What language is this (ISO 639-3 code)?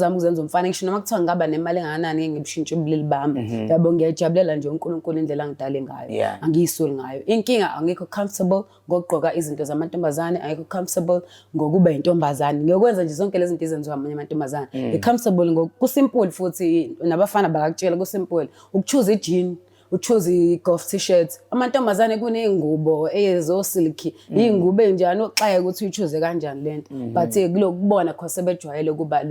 zul